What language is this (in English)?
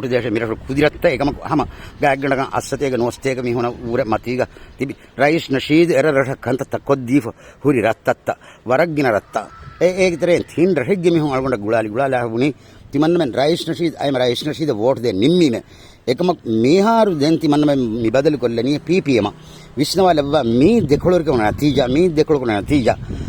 Divehi